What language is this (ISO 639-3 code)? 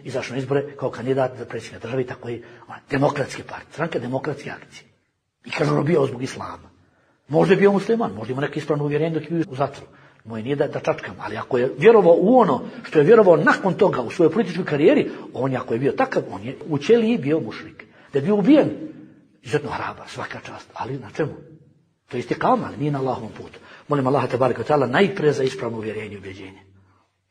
bos